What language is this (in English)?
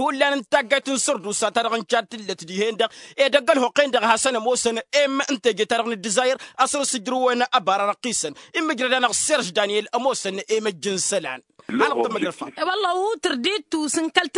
Tamasheq